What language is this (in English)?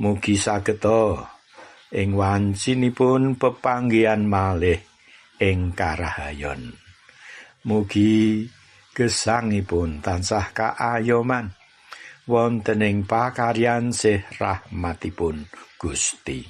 Javanese